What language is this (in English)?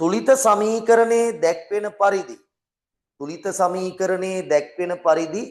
Sinhala